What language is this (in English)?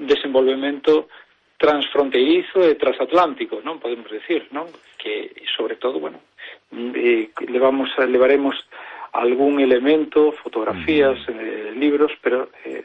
Galician